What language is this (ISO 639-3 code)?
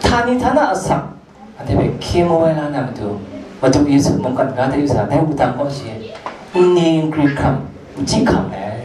kac